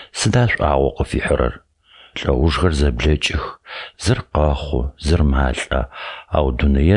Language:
Adyghe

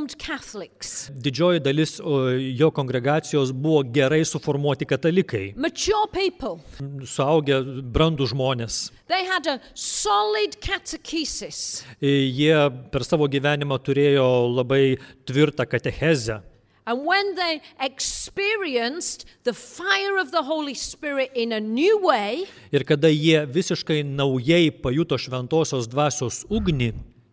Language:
Lithuanian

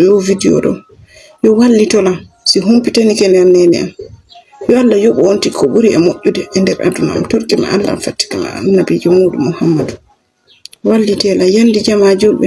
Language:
Fula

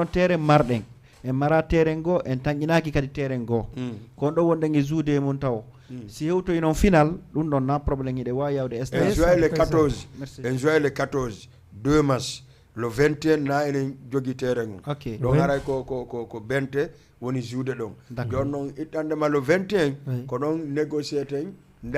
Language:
Fula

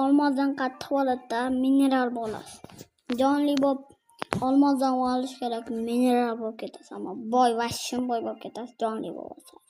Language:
Uzbek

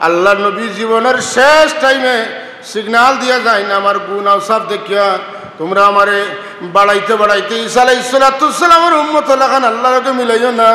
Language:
Sylheti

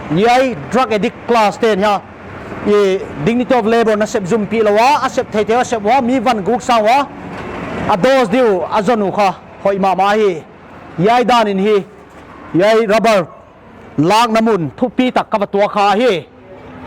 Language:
Paite Chin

